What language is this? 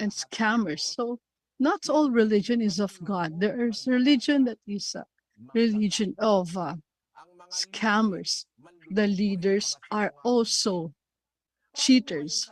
Ewe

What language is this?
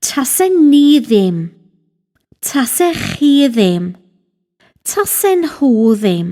Welsh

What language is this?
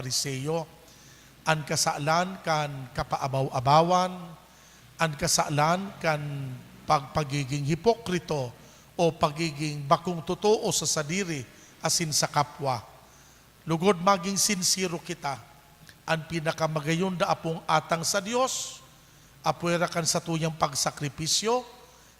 Bikol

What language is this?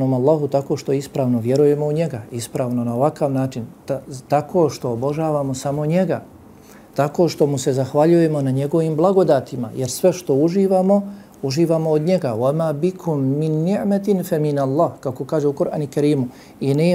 Bosnian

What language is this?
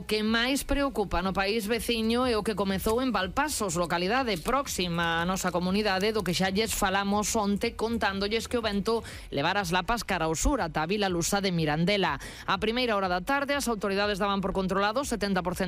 Galician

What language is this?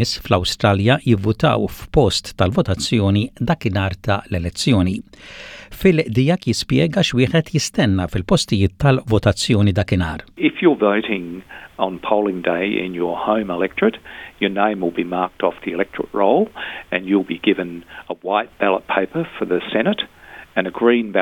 Maltese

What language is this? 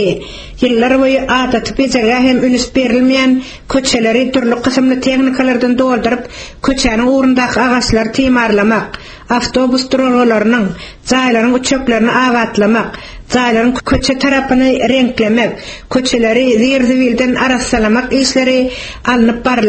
Turkmen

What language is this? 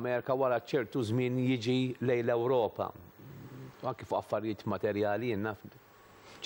Maltese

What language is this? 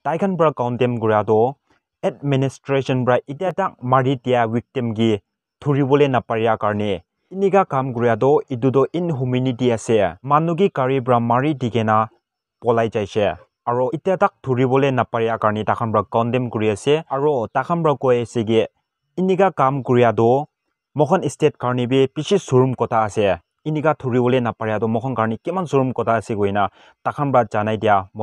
Naga Pidgin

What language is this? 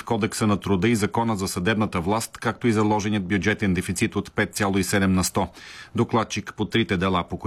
Bulgarian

